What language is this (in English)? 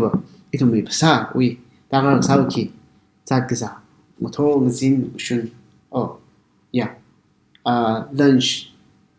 Tangkhul Naga (India)